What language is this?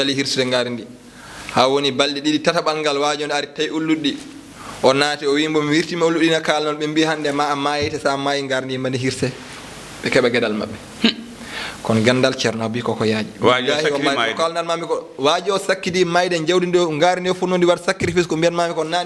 Fula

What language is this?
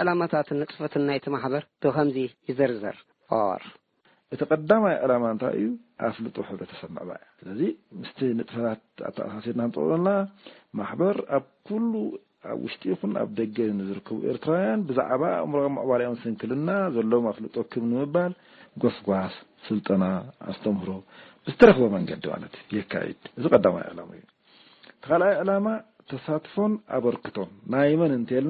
Tigrinya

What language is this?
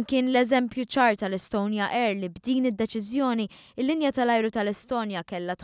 Maltese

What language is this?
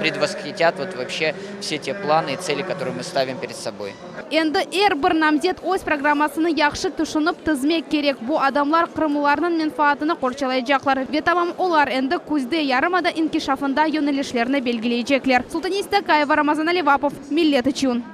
Crimean Tatar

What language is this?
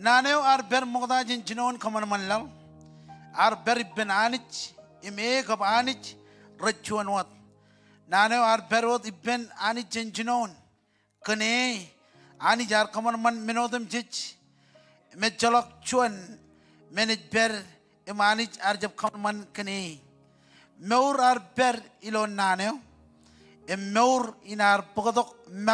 Marshallese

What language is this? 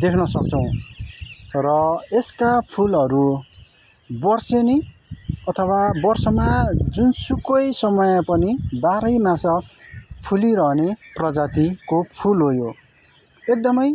Nepali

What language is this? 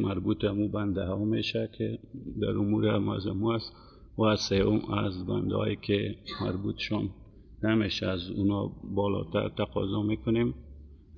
Persian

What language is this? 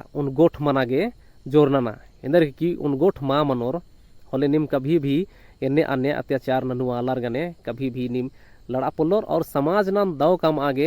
Kurukh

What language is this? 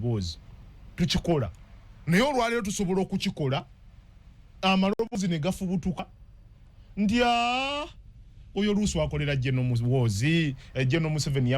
Ganda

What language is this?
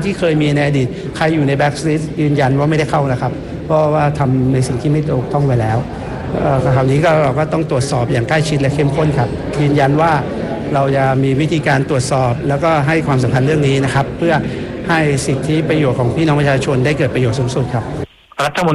Thai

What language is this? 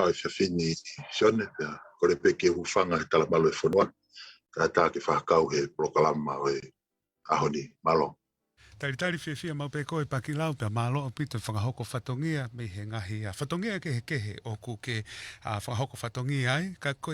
Tongan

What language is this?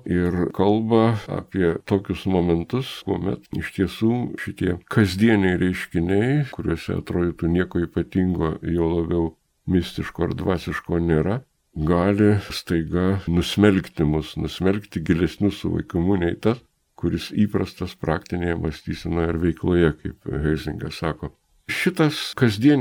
Lithuanian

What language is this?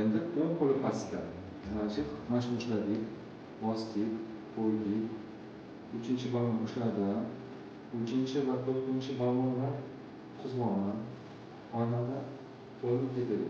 Uzbek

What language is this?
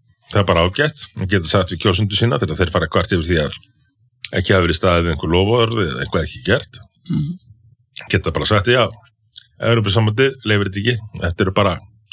Icelandic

